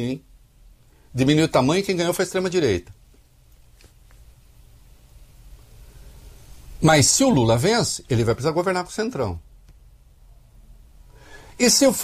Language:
Portuguese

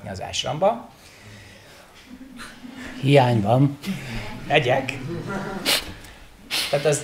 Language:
Hungarian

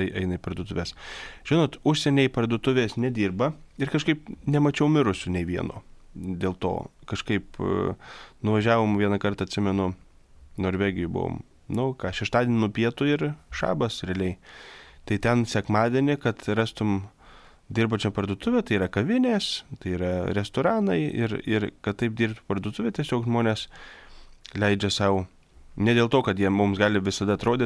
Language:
Lithuanian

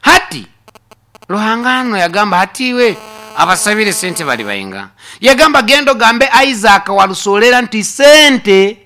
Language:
Nyoro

